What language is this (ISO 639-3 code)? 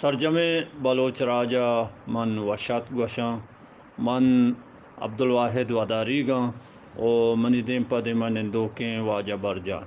bgp